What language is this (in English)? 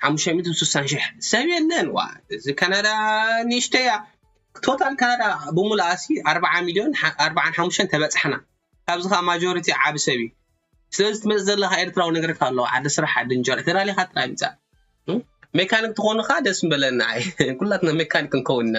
Tigrinya